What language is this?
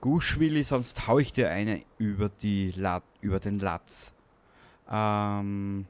Bavarian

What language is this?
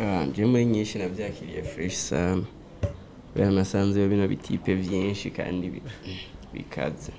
Rundi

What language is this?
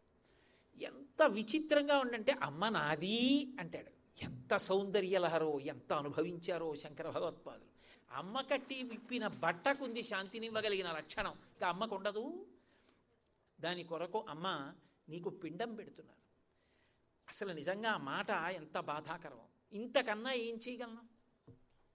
Telugu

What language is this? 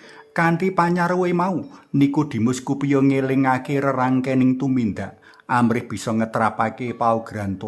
Javanese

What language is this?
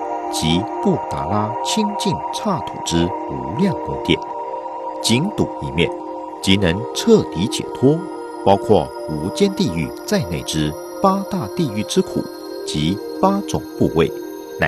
Chinese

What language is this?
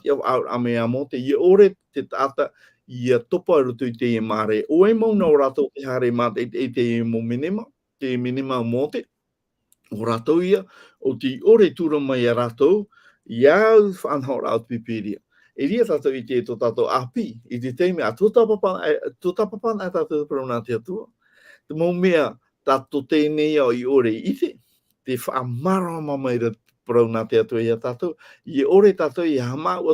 Tahitian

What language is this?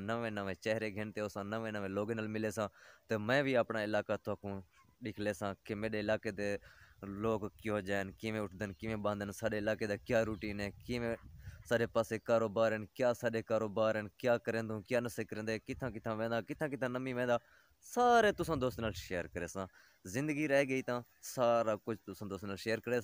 Saraiki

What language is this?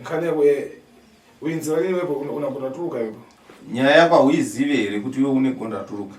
Shona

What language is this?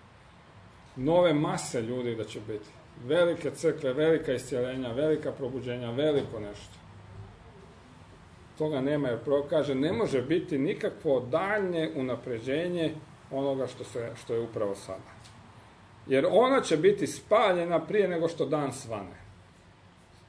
Croatian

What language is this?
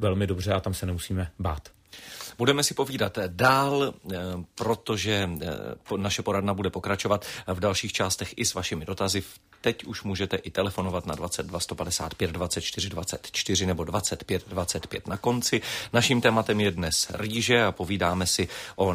Czech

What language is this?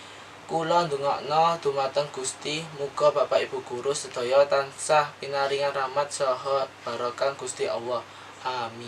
Javanese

